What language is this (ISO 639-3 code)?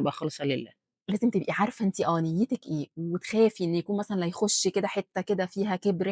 arz